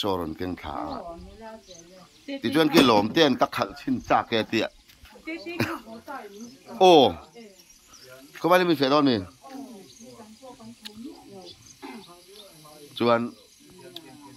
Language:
Mizo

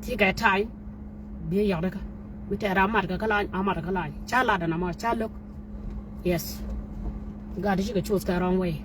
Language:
Nuer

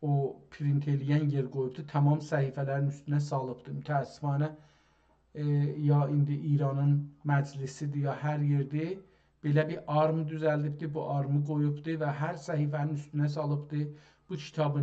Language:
South Azerbaijani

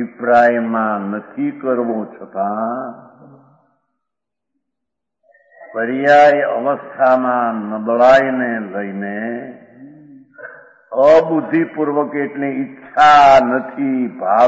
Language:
Gujarati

